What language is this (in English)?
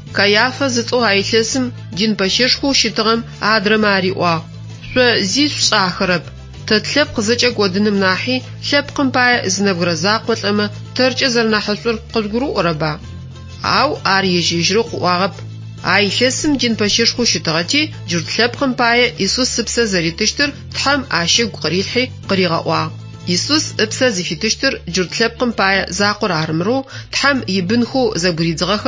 Adyghe